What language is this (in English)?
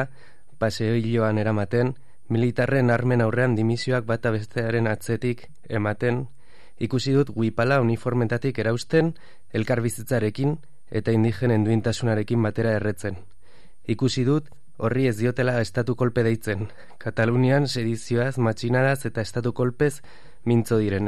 Basque